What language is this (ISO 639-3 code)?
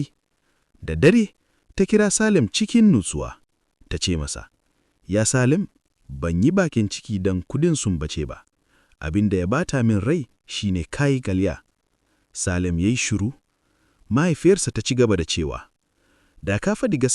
hau